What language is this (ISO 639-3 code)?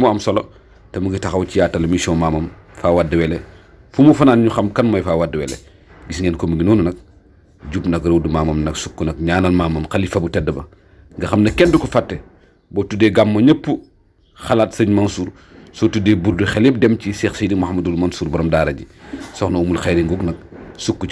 wol